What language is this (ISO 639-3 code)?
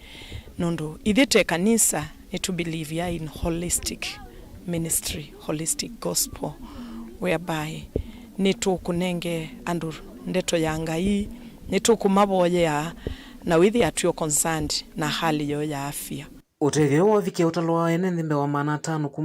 kam